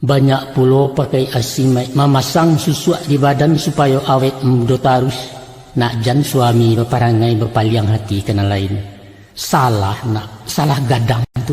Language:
Minangkabau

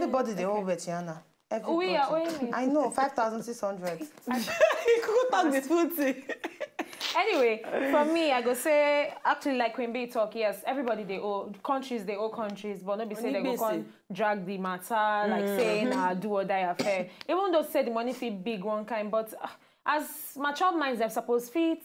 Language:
Nigerian Pidgin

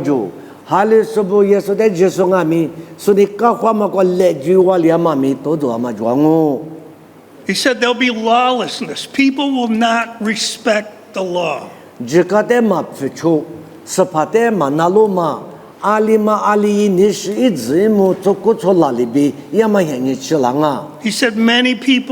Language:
Lisu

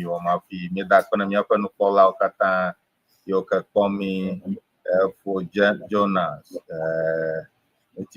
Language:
Ewe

